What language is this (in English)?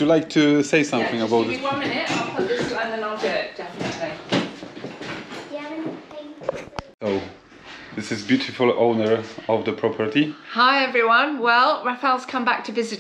Polish